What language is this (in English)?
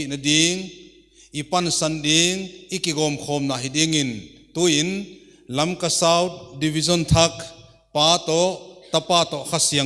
Paite Chin